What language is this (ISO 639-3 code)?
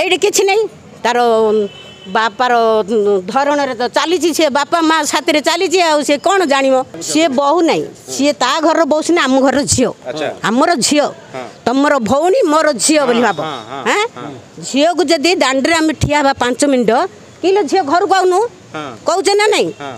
ori